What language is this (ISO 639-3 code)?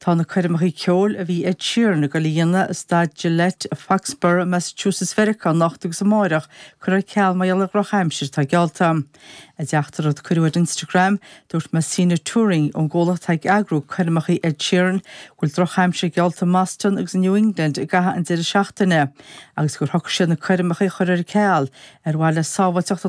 gle